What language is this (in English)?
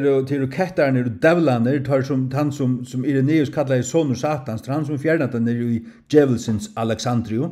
Faroese